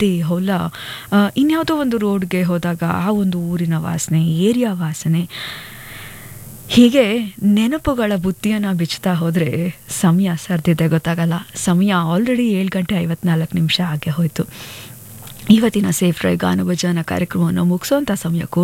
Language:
Kannada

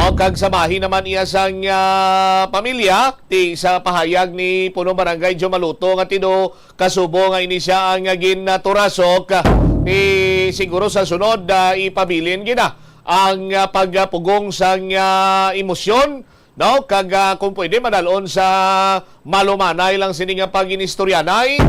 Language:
Hiligaynon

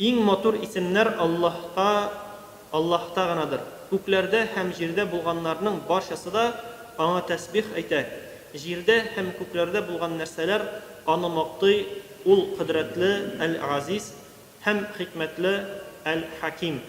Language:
Tatar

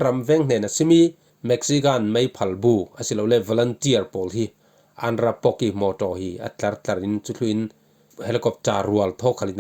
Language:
Falam Chin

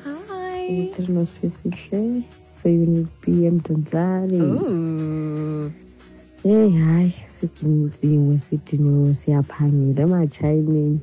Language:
Xhosa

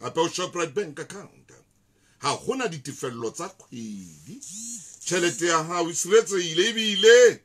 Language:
Southern Sotho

